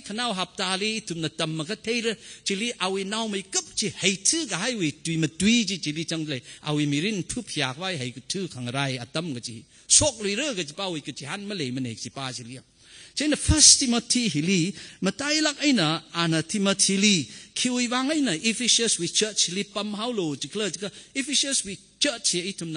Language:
Tangkhul Naga (India)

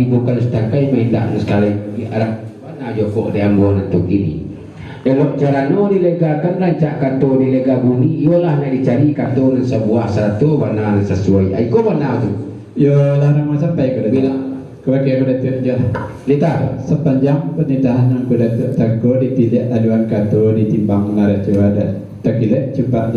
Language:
Minangkabau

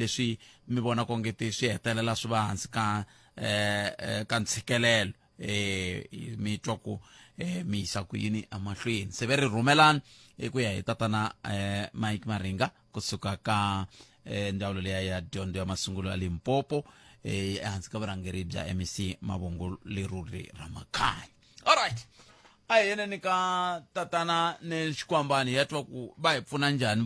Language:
Tsonga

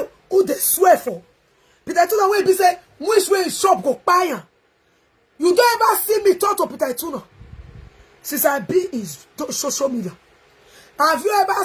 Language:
Nigerian Pidgin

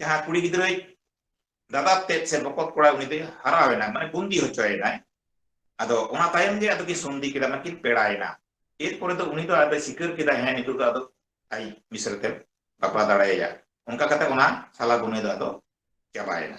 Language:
Santali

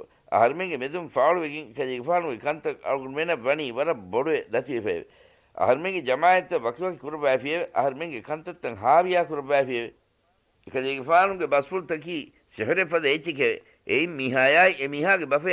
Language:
Divehi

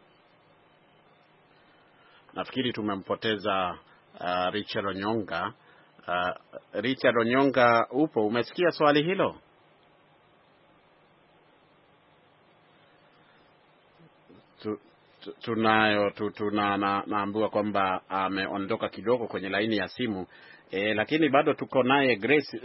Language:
Swahili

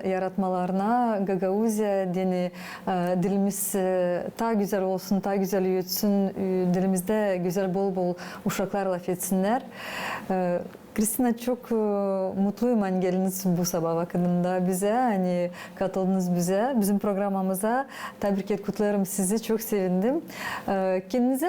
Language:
Gagauz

